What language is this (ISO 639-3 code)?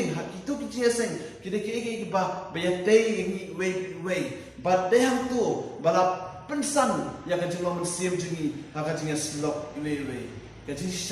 kha